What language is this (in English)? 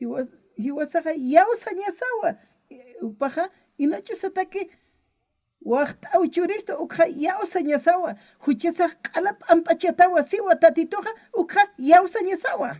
Aymara